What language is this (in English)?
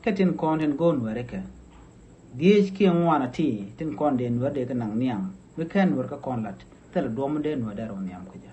Nuer